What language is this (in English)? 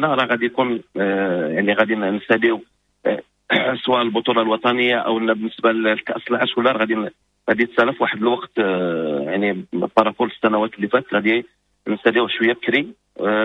Moroccan Arabic